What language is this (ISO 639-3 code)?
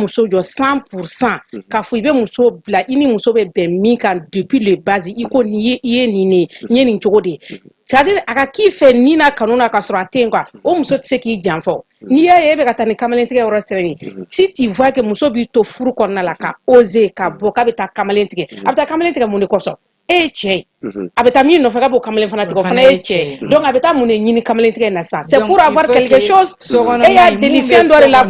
bam